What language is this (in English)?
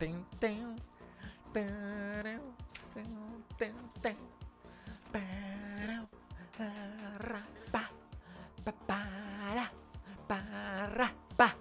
Swiss German